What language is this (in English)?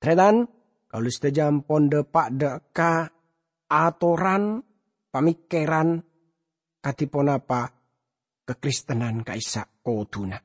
Madurese